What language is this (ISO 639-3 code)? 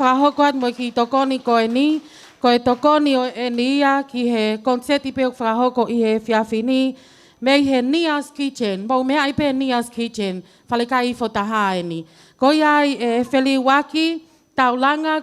ton